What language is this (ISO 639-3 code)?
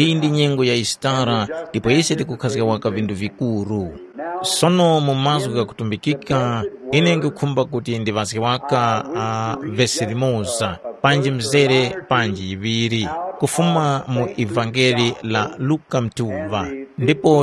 tum